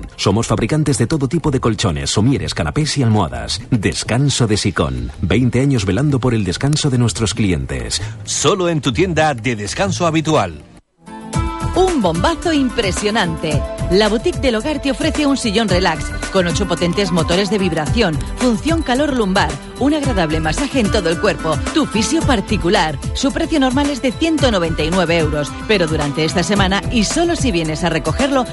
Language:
Spanish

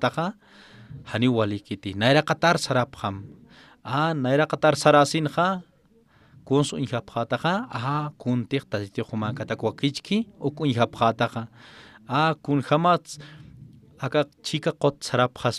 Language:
Aymara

